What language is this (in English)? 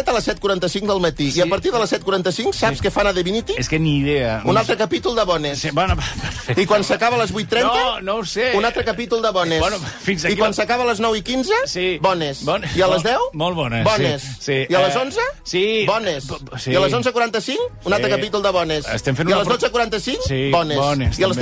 Catalan